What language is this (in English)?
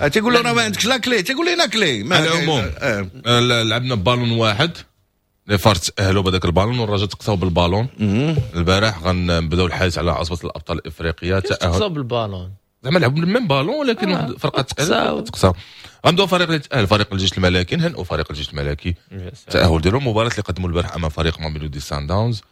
Moroccan Arabic